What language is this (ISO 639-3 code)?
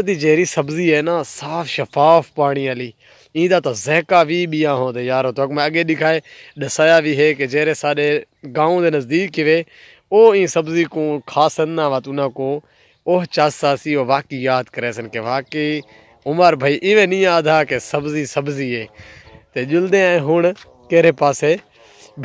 skr